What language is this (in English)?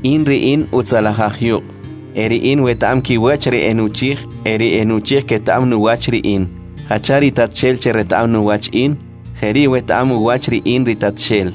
Kʼicheʼ